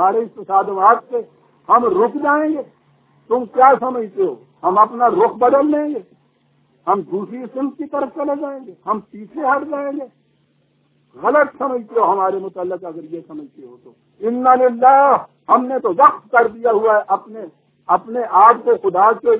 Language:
Urdu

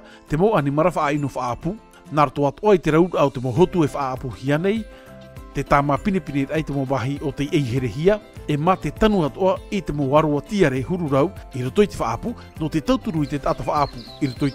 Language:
Tahitian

